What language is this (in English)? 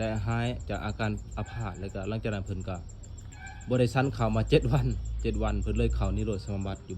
Lao